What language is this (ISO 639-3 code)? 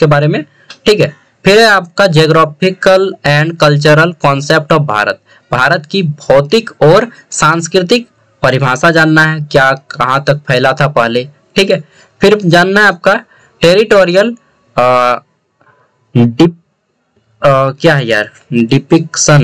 hin